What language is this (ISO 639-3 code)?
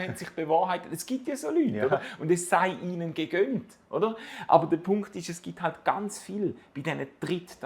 gsw